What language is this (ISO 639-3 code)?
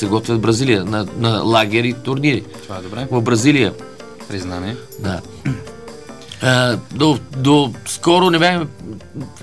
bul